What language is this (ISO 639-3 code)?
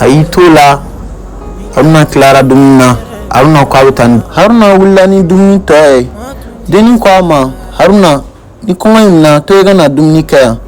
bam